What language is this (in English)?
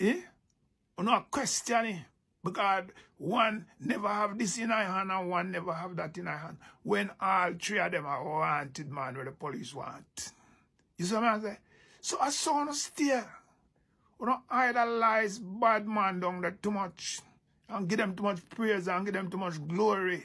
Jamaican Creole English